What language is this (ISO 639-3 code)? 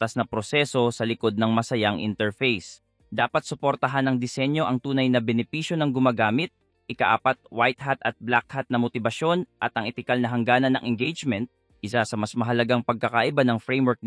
fil